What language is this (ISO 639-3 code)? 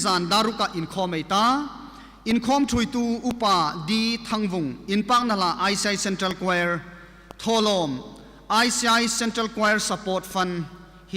hmr